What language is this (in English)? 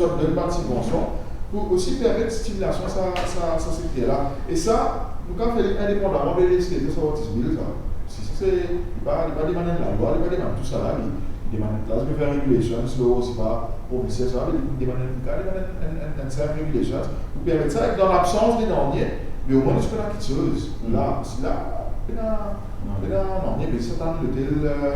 Morisyen